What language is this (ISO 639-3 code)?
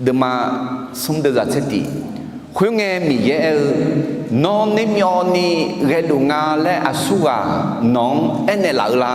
ahk